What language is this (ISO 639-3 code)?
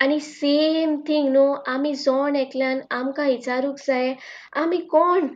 kok